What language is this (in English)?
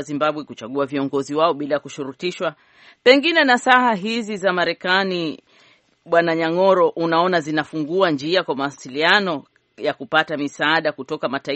Swahili